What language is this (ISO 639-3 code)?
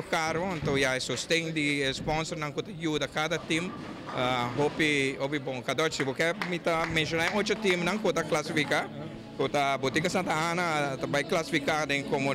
pap